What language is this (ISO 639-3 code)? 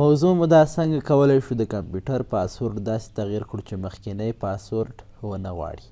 pus